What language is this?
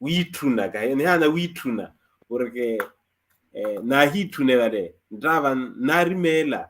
Makhuwa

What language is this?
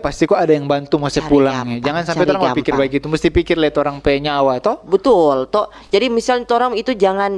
Manado Malay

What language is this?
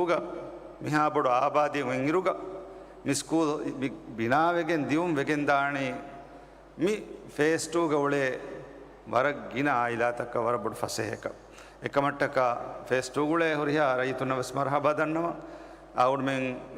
Divehi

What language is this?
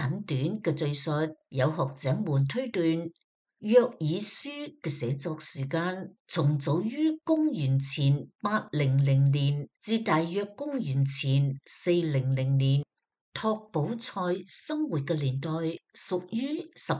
Cantonese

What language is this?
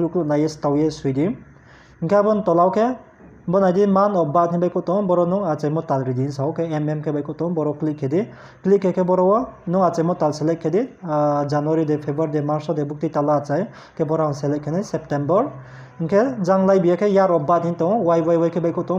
Riang (India)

